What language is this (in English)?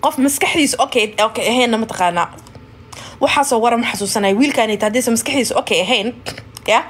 Somali